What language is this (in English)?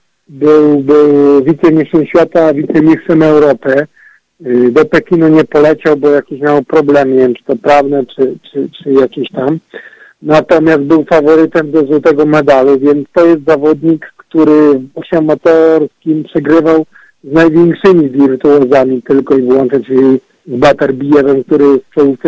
Polish